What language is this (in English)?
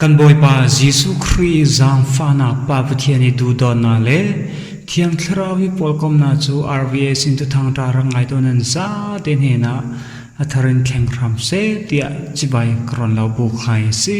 Falam Chin